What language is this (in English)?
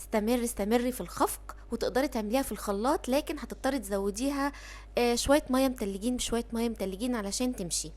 Egyptian Arabic